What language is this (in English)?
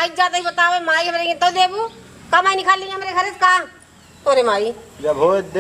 Awadhi